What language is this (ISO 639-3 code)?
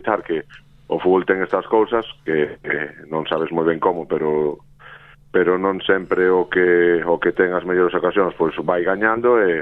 glg